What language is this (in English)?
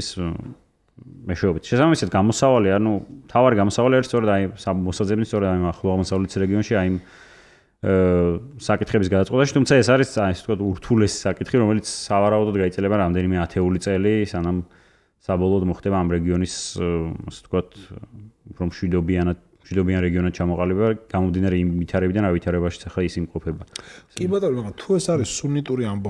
Georgian